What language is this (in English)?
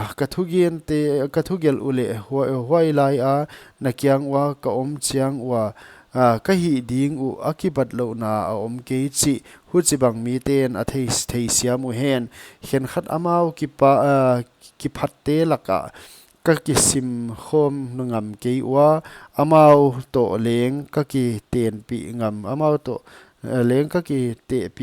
Paite Chin